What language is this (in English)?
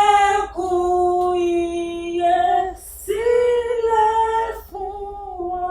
Yoruba